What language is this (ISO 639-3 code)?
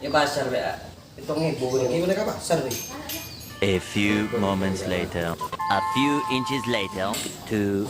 mad